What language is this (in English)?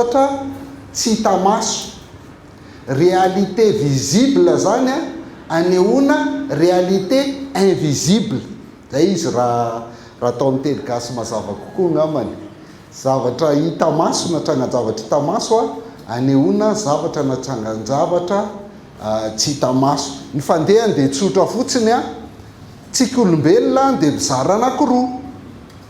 Malagasy